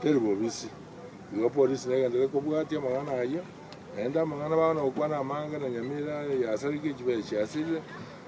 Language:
Gusii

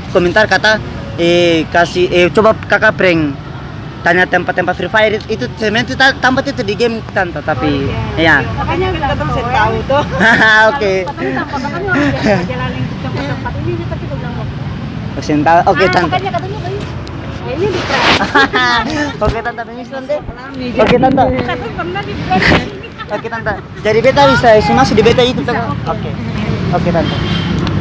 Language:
Ambonese Malay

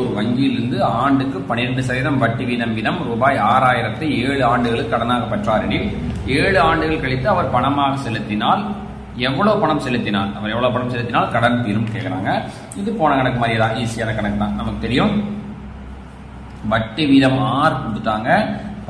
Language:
Tamil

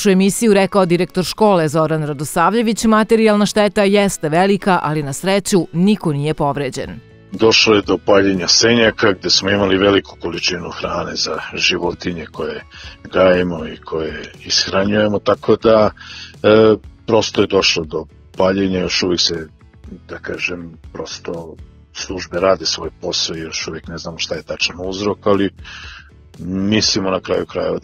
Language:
Serbian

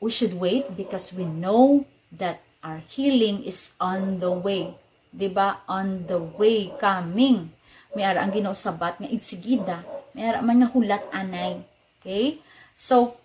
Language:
Hiligaynon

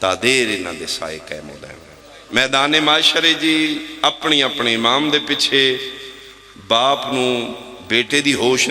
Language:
Pahari-Potwari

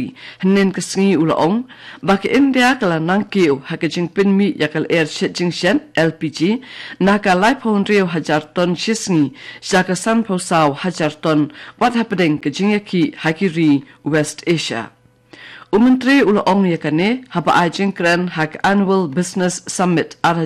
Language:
Khasi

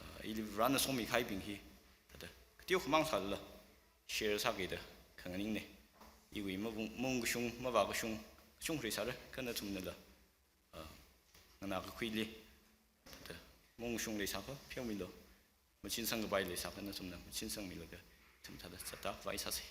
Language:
Tangkhul Naga (India)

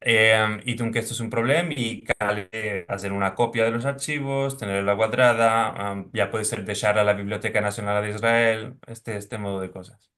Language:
Ladino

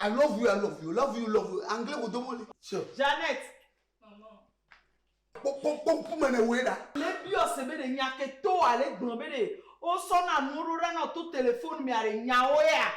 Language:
Ewe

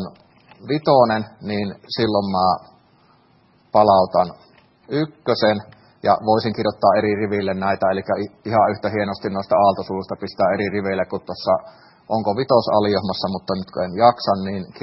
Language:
Finnish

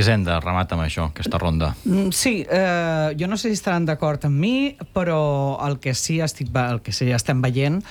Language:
Catalan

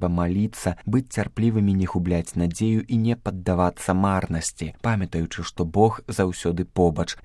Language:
Belarusian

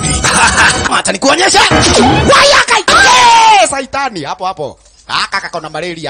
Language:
Swahili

